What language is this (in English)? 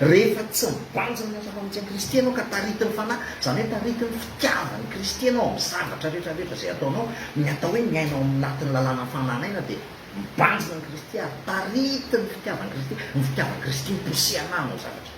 Malagasy